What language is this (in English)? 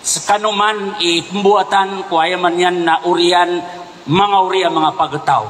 Maranao